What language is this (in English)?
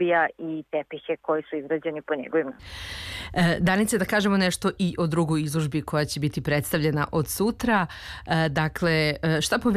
Serbian